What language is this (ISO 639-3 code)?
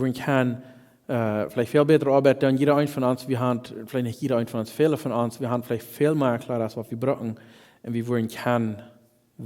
pdt